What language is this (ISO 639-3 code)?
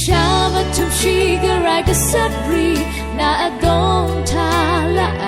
raw